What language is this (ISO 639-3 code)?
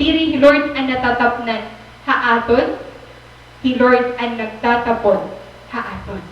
war